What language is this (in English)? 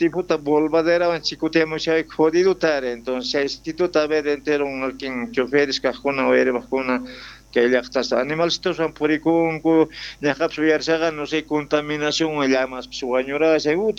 South Bolivian Quechua